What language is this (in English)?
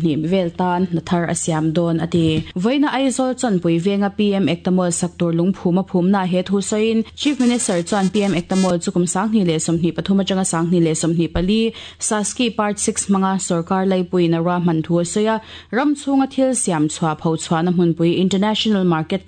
Mizo